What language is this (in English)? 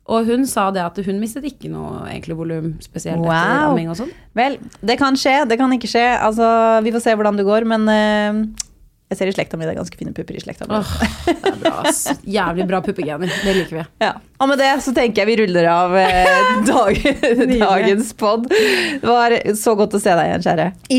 Norwegian